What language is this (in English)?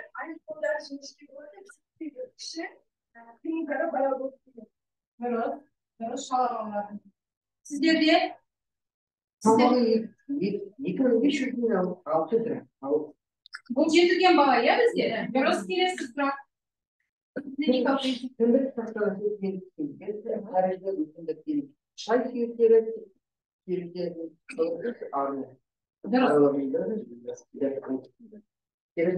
Kazakh